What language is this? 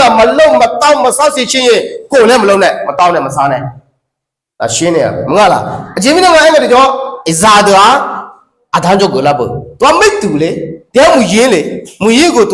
Akha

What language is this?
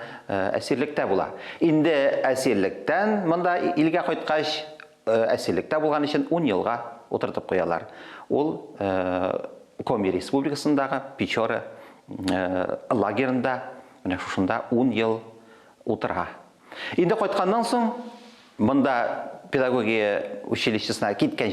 Tatar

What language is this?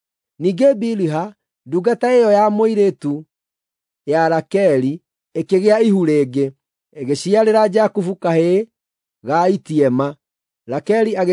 Kikuyu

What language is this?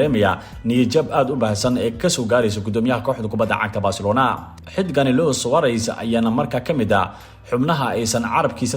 Somali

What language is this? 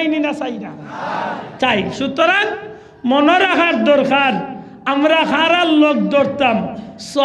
Sylheti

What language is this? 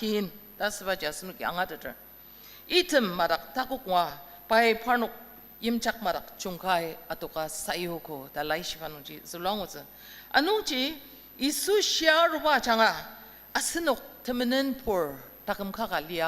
Ao Naga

